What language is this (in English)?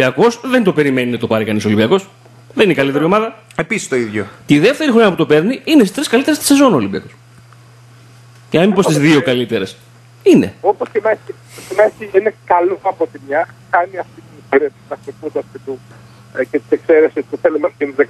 Greek